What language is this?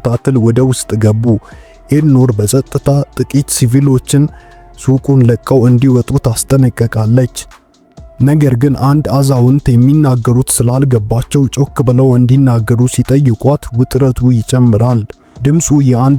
Amharic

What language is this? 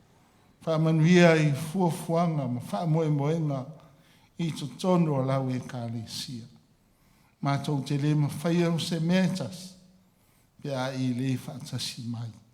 Samoan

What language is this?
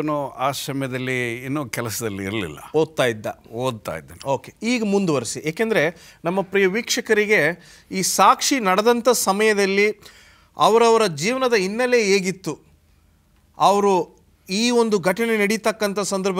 Kannada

